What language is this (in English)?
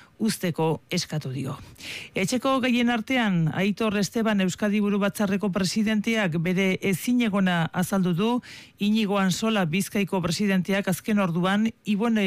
Basque